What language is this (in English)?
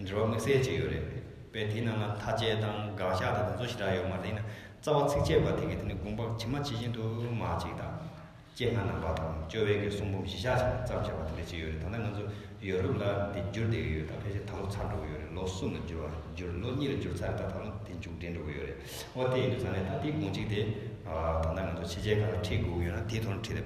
Tibetan